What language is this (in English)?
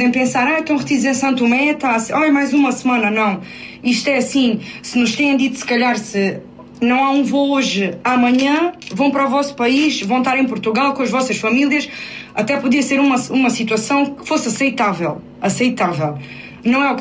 Portuguese